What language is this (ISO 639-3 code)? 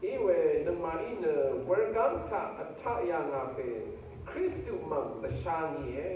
raw